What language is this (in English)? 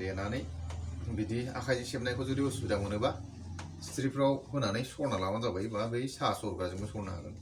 Bodo